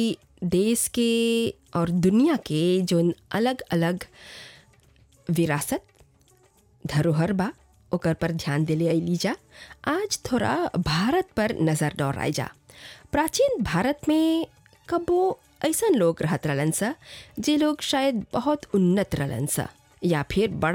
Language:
Bhojpuri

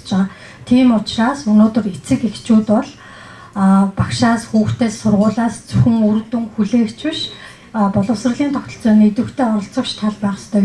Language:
Mongolian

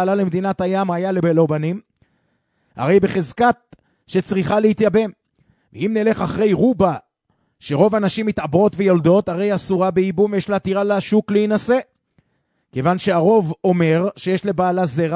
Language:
Hebrew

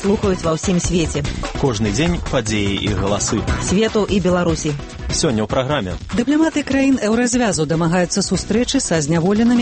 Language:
Belarusian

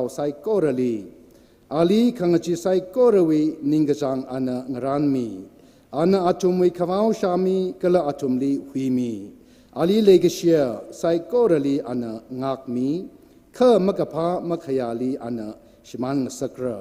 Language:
Tangkhul Naga (India)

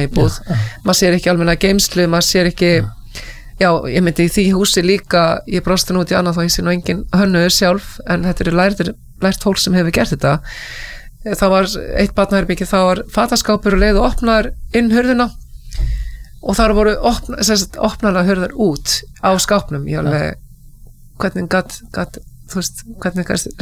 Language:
Icelandic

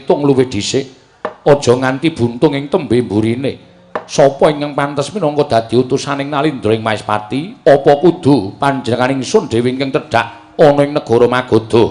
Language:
Javanese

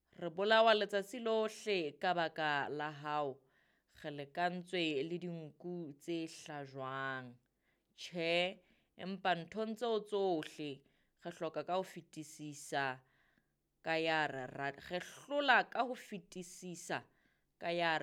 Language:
Southern Sotho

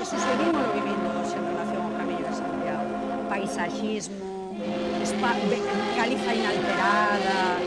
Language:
Galician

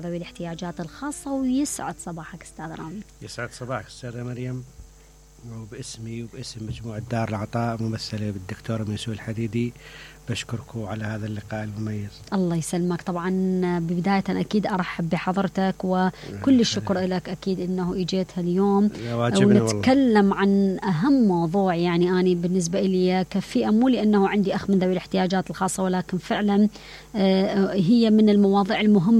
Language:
Mesopotamian Arabic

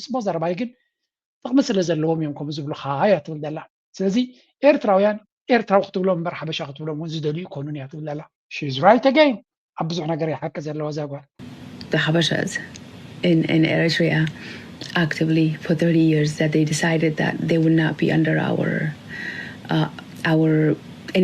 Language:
Tigrinya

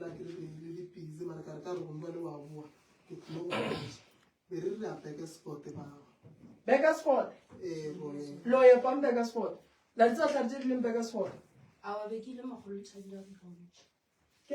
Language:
Northern Sotho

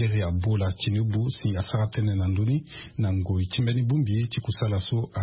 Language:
Sango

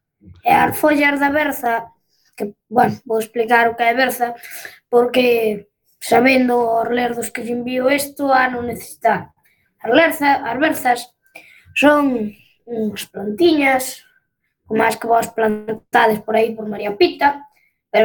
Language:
Galician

